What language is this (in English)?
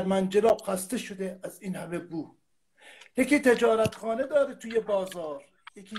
Persian